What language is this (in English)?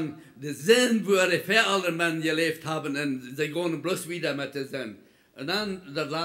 Plautdietsch